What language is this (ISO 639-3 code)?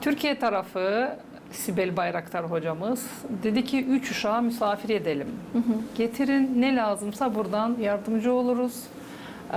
gag